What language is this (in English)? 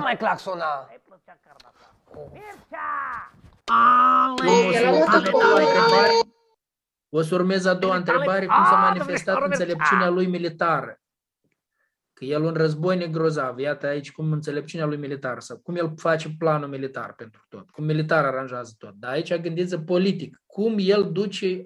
Romanian